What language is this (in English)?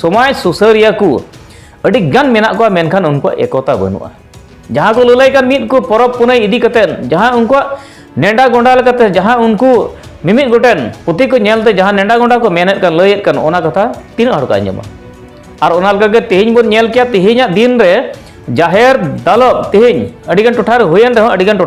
Santali